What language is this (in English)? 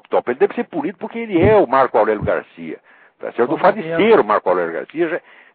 Portuguese